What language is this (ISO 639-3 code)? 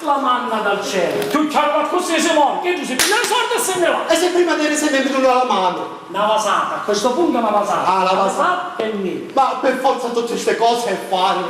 scn